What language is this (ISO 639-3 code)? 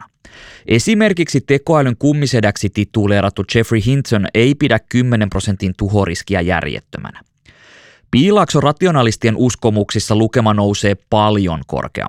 fin